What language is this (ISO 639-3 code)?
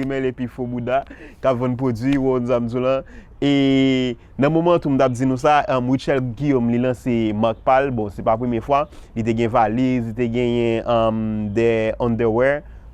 hat